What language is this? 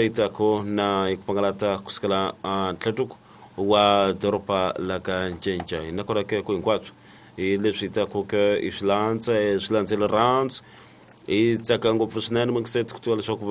Tsonga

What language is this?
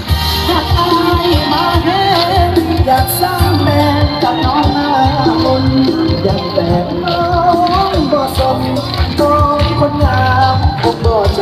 Lao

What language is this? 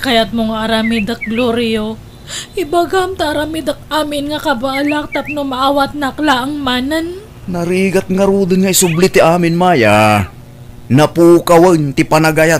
Iloko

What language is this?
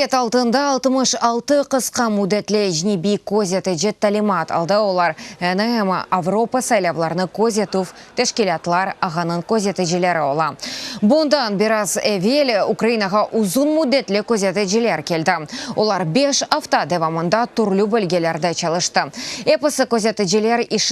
Crimean Tatar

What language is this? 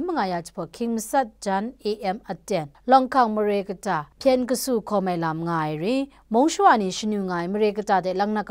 Kachin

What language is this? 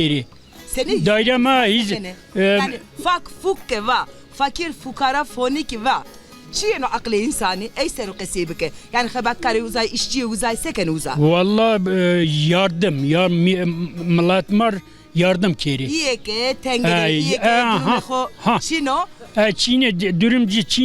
Zaza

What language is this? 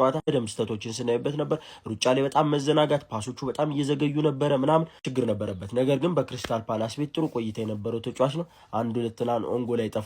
Amharic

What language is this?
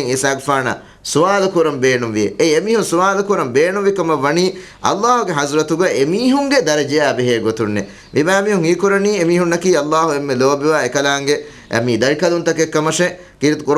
Divehi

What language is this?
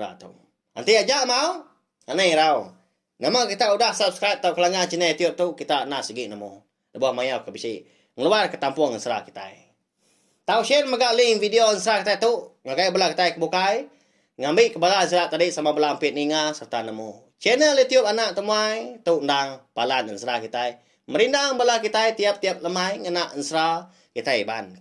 Iban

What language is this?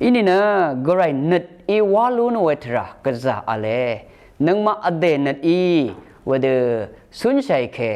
Rawang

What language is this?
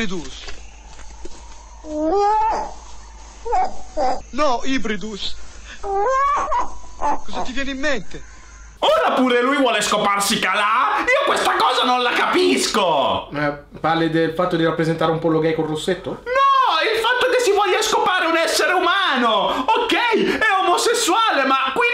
Italian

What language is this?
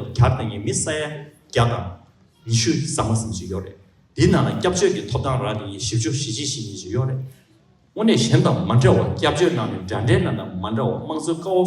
Tibetan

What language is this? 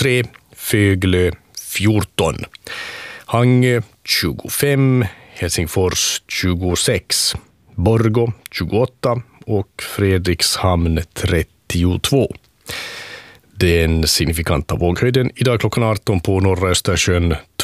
Swedish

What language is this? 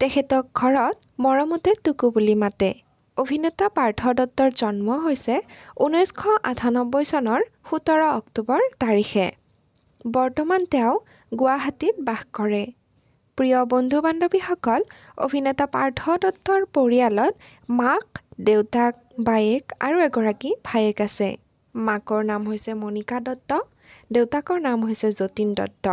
Assamese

